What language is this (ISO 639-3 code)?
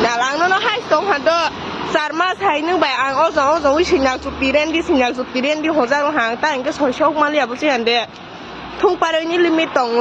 trp